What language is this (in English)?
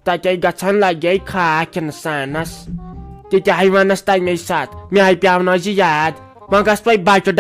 Kashmiri